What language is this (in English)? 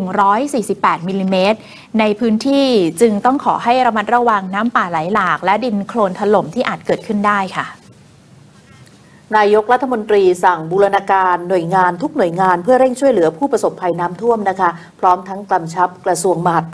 Thai